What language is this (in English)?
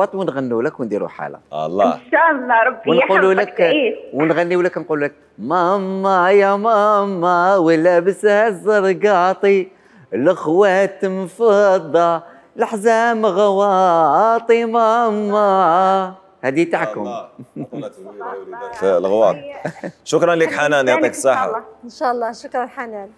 Algerian Arabic